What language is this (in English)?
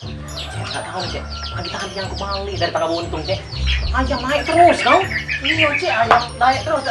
Musi